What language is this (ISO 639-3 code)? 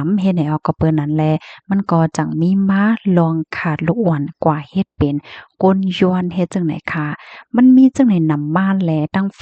shn